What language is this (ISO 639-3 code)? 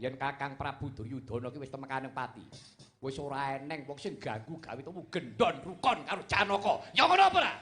jav